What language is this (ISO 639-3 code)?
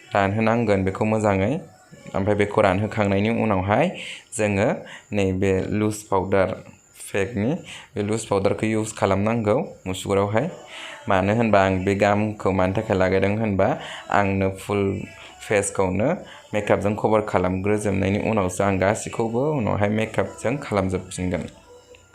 brx